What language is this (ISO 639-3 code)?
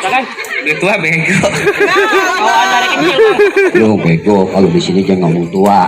bew